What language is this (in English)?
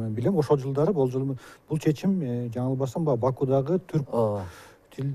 Kyrgyz